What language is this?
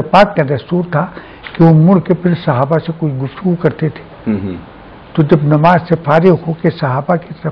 Urdu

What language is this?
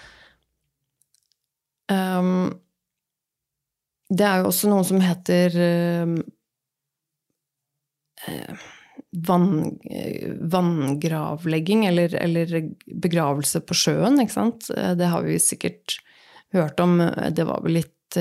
Norwegian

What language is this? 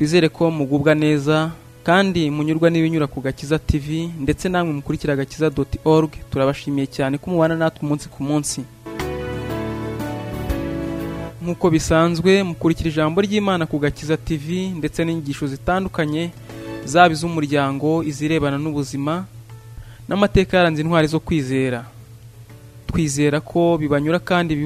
Kinyarwanda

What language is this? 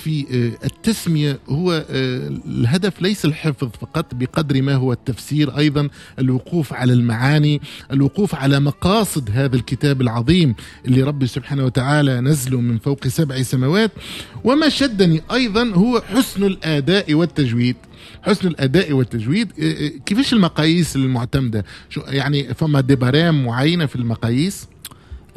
Tunisian Arabic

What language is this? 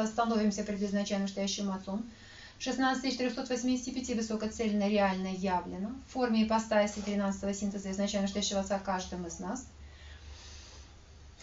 Russian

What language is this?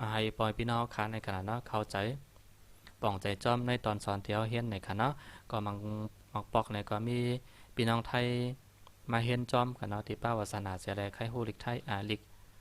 Shan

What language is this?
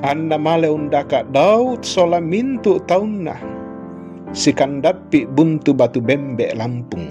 Toraja-Sa'dan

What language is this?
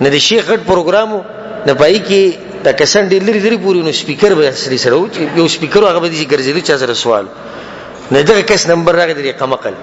Pashto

